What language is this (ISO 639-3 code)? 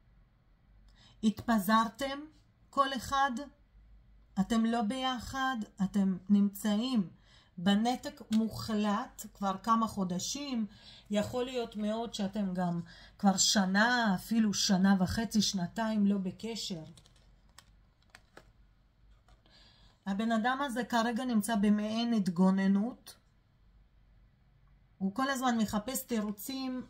heb